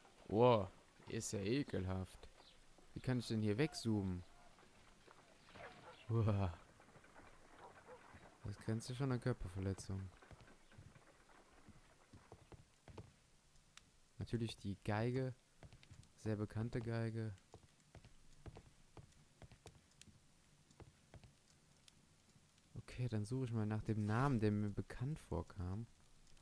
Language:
German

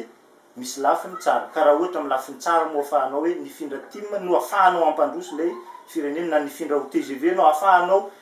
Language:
Malagasy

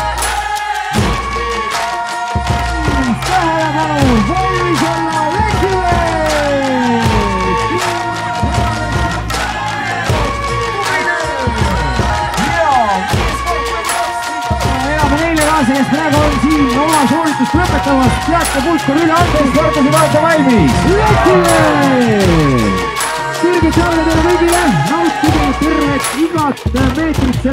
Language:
Estonian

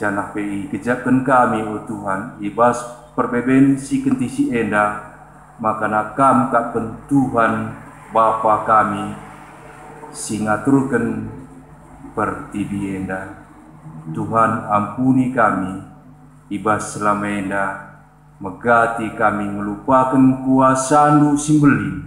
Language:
Batak Karo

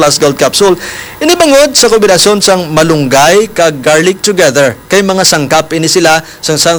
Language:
Hiligaynon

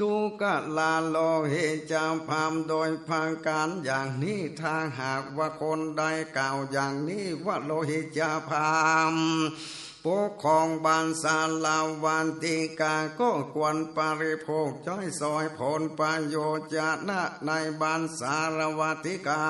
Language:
Northern Thai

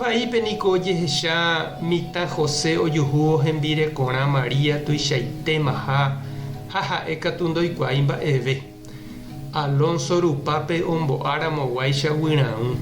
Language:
Guarani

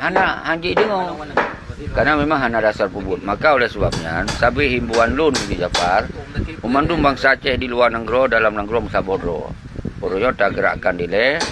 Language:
Achinese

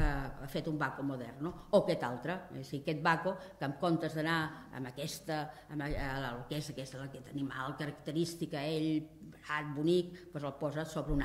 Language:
Catalan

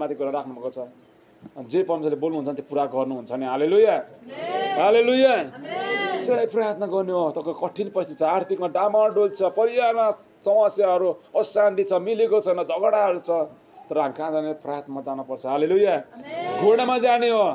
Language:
Nepali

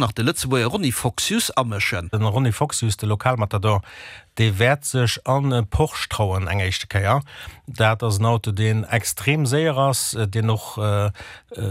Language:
Luxembourgish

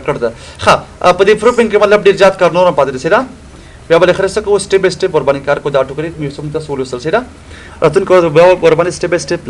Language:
Pashto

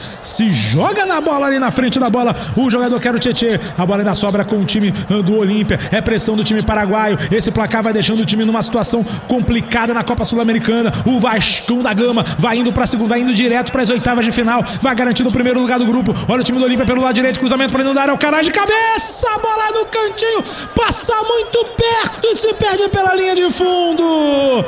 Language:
Portuguese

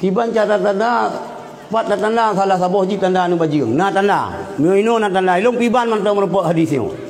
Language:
Achinese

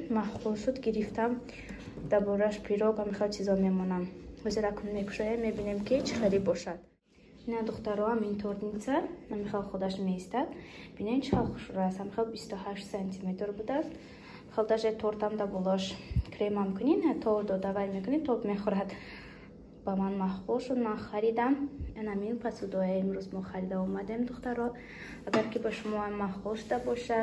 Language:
Tajik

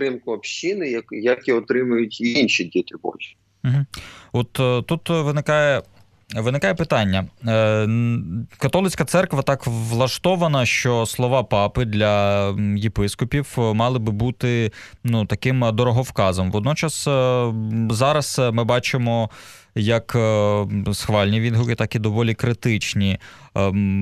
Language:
Ukrainian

